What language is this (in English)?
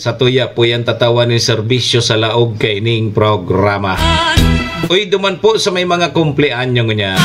Bikol